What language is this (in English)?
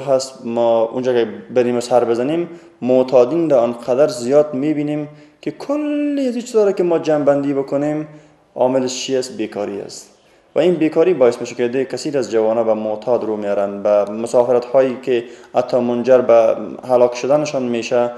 Persian